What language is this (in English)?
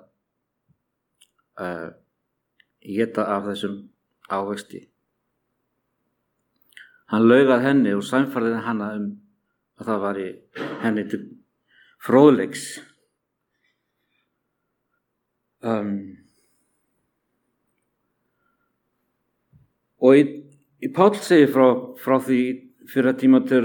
Icelandic